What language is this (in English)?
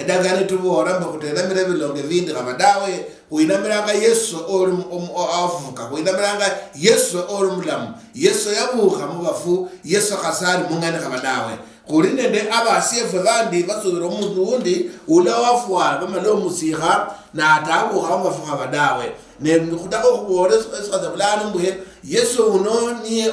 Luyia